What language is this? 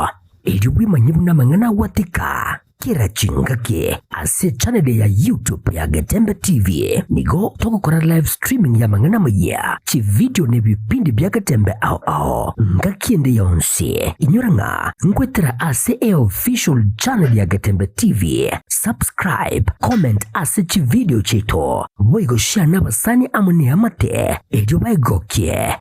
Gusii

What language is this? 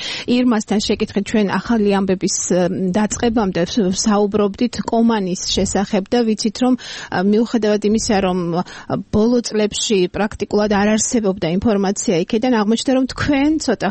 Georgian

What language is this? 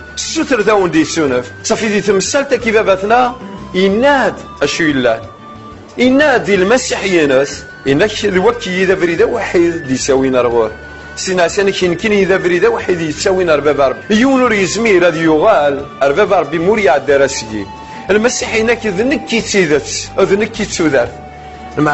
Kabyle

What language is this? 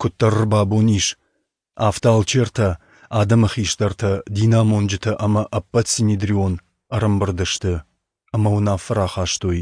Ossetic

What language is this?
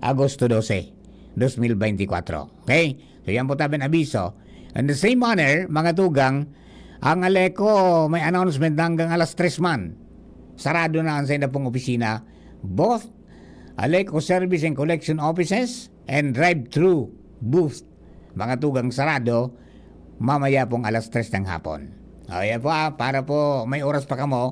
Bikol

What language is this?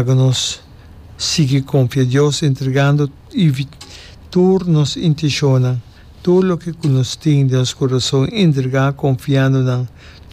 Papiamento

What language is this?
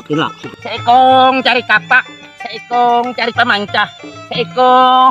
Banjar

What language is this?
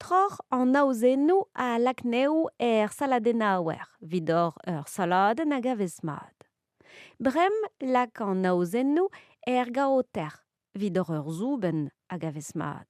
Breton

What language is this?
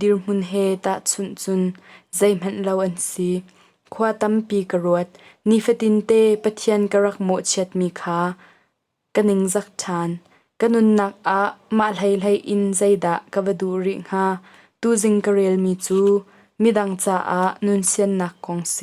Hakha Chin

